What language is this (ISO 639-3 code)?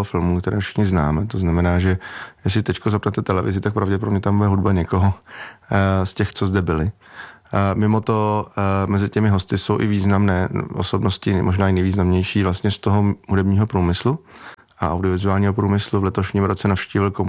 ces